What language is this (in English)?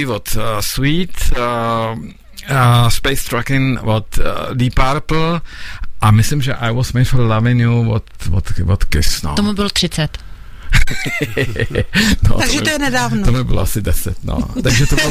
Czech